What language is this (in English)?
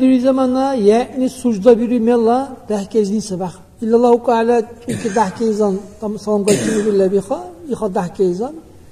Dargwa